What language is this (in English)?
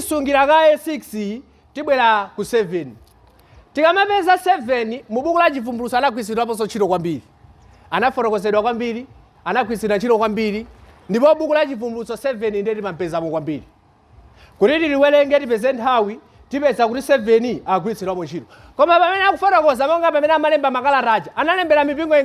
Nyanja